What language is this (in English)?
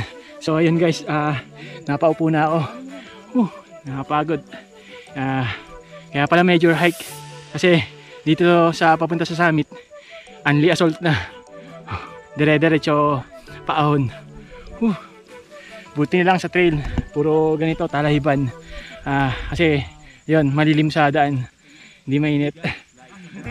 Filipino